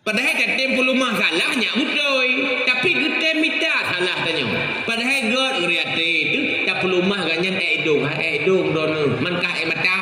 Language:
Achinese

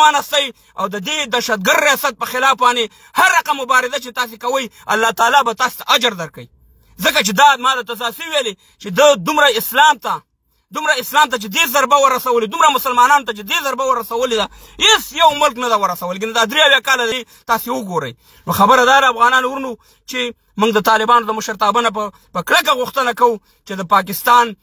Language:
Pashto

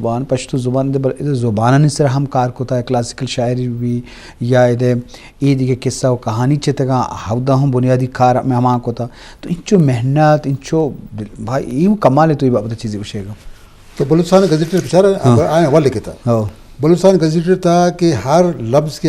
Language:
Eastern Balochi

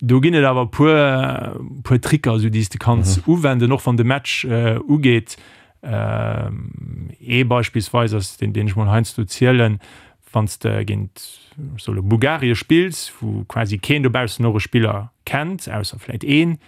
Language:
Luxembourgish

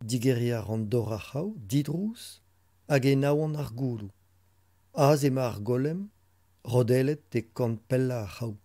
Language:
Breton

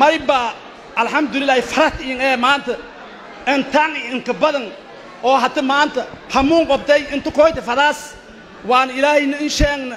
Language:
Somali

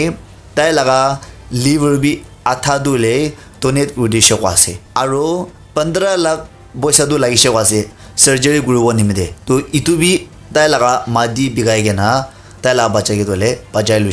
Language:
Naga Pidgin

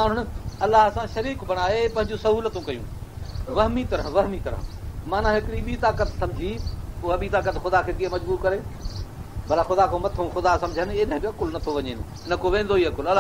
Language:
Sindhi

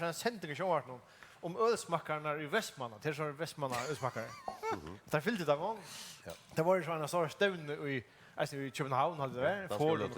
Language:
Faroese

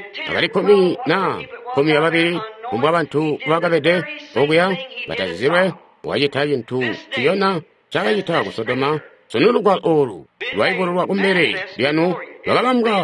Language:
Tonga (Zambia)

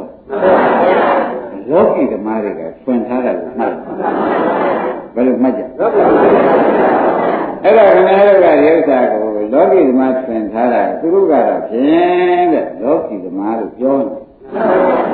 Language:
Burmese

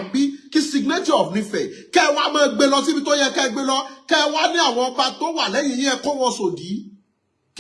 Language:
Yoruba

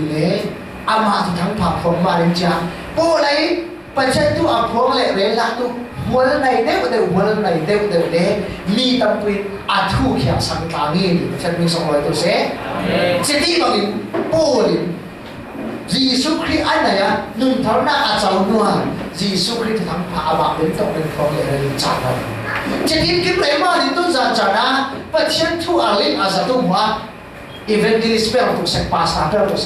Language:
Falam Chin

